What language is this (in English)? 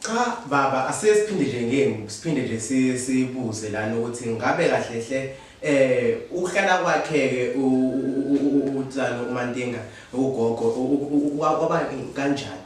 Zulu